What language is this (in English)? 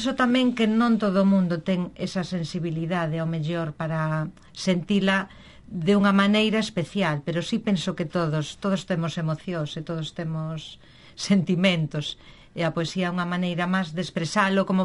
Galician